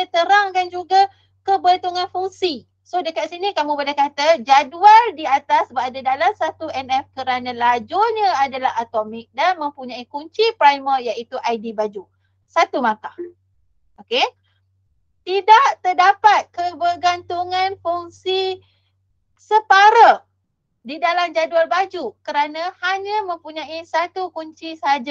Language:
Malay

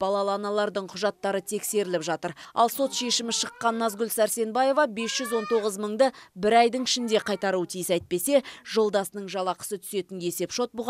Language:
Kazakh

